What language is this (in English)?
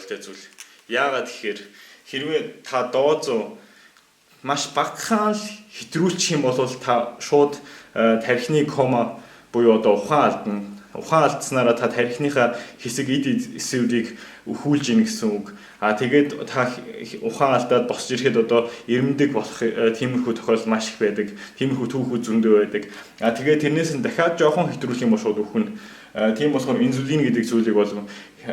Mongolian